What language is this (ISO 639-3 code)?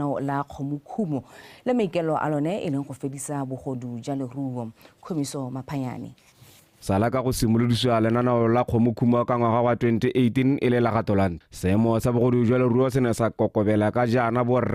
tsn